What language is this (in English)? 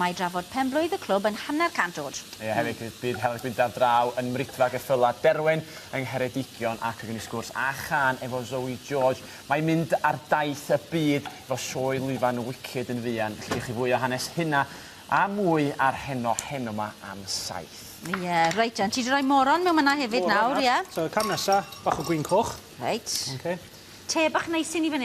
Welsh